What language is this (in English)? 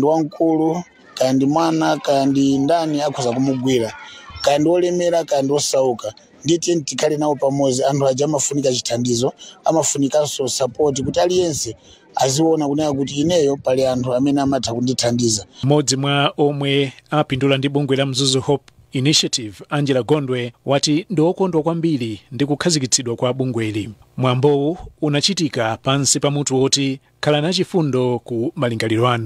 Nyanja